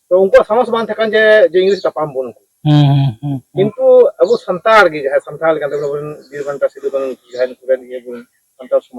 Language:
Santali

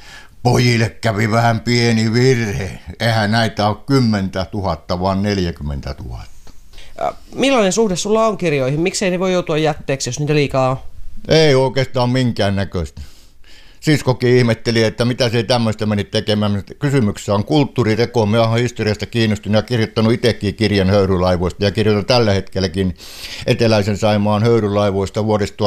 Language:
Finnish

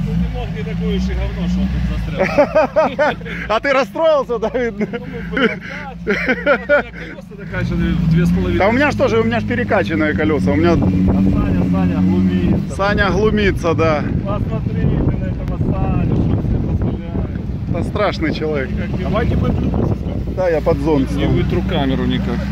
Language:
Russian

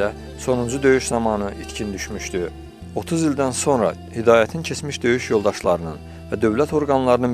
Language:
Azerbaijani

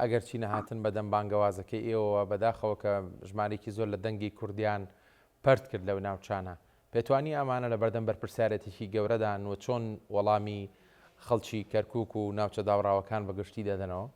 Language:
Central Kurdish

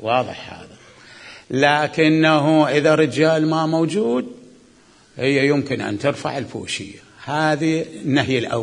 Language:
Mesopotamian Arabic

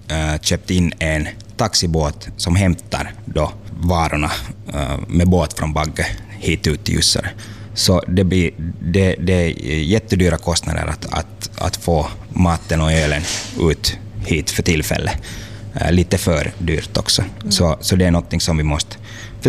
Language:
Swedish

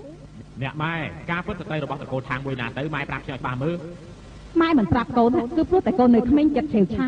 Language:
Khmer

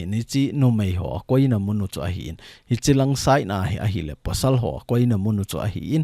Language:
Thado Chin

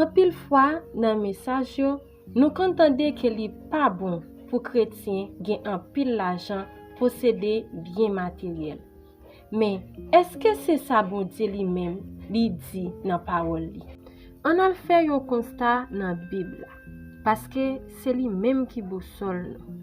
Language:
Haitian Creole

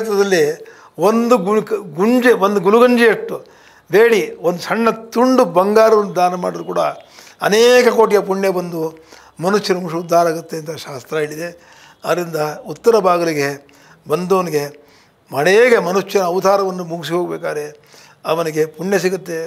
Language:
Kannada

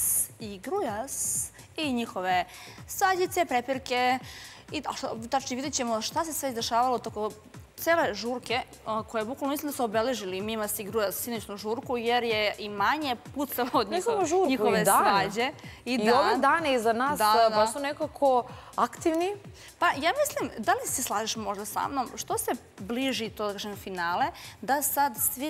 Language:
Serbian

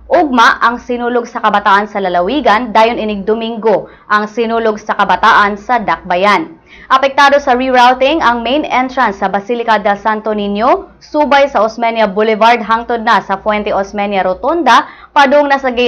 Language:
Cebuano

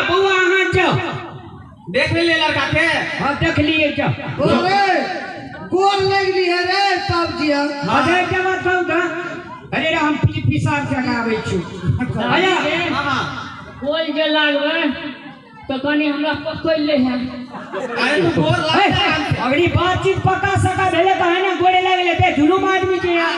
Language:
Maithili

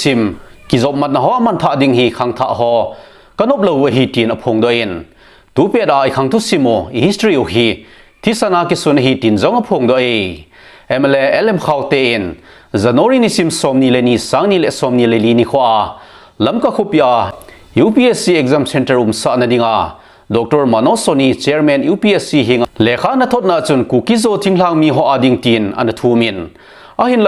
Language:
Thado Chin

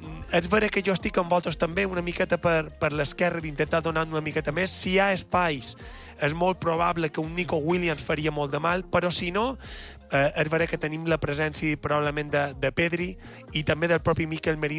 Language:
Catalan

